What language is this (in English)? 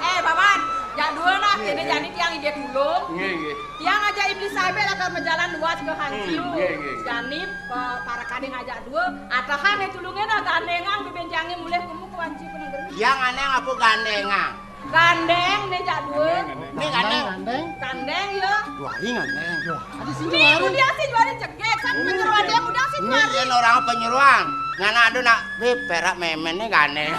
Balinese